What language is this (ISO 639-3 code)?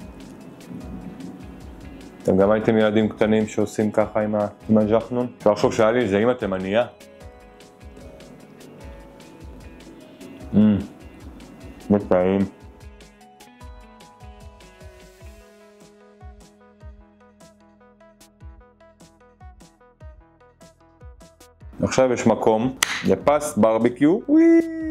heb